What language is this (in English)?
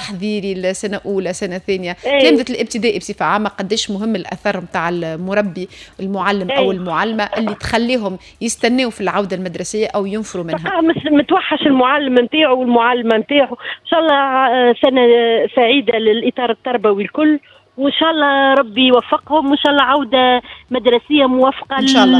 Tunisian Arabic